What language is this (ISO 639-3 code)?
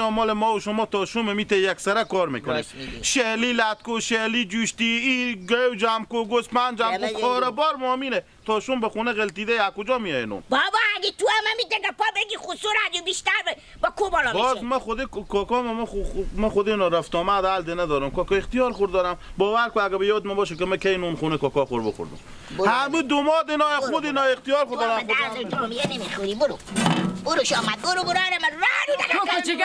haz